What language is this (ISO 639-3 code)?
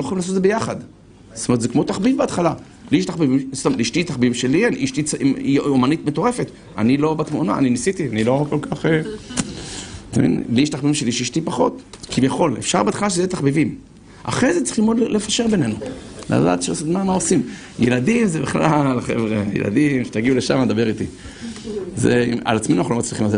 heb